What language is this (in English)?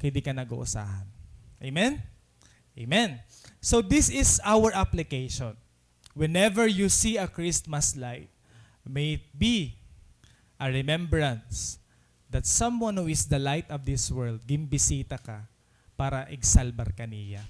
Waray